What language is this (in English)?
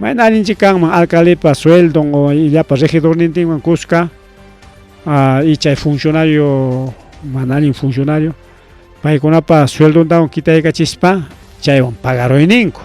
Ayacucho Quechua